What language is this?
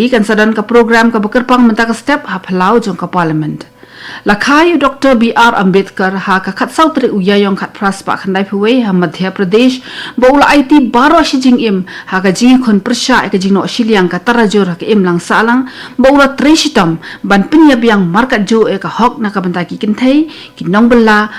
Khasi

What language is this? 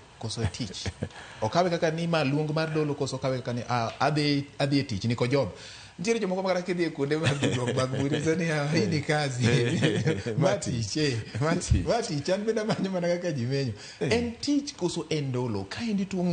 Luo (Kenya and Tanzania)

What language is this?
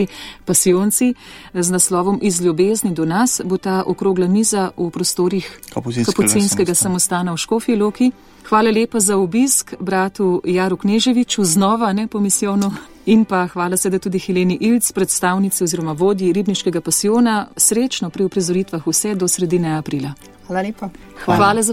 Slovenian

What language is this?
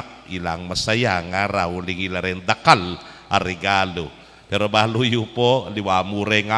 Pampanga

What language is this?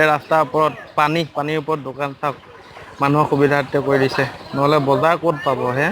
Assamese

